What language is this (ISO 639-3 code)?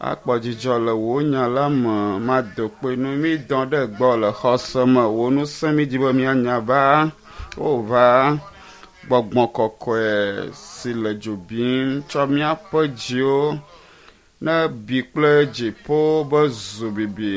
ewe